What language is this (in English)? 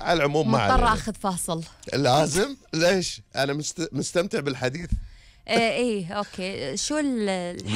Gulf Arabic